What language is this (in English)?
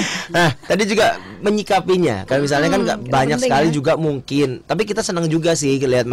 Indonesian